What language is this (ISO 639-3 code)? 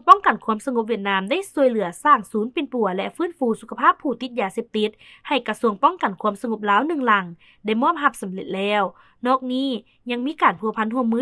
lao